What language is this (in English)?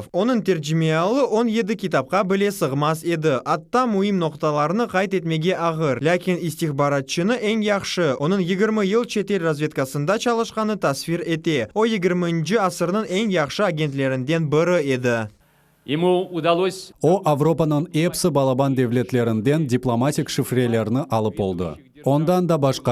Crimean Tatar